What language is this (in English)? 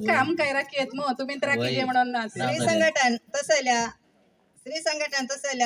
Konkani